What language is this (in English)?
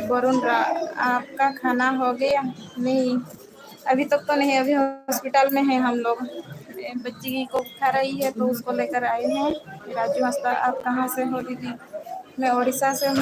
Santali